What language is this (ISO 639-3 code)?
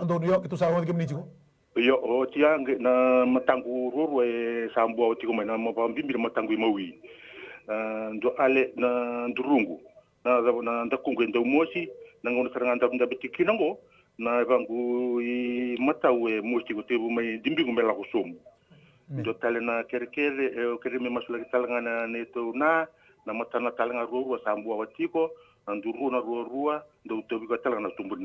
fij